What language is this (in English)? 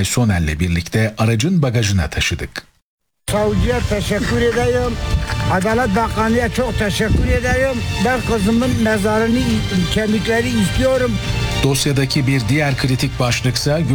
Turkish